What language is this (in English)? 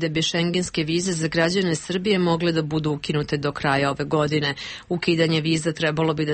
Serbian